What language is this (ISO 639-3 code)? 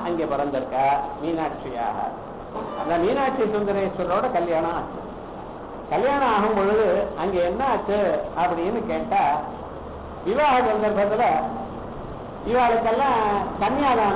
tam